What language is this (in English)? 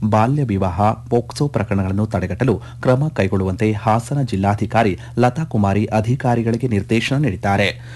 Kannada